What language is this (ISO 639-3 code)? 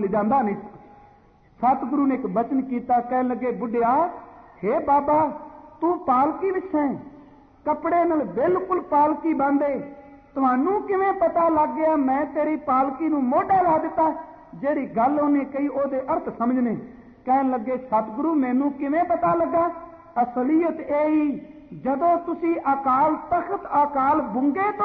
pan